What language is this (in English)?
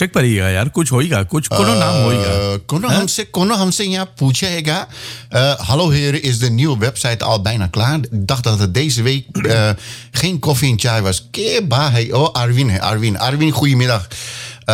Dutch